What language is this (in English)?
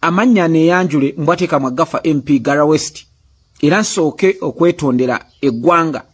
Ganda